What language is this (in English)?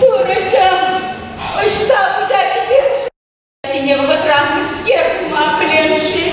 Chuvash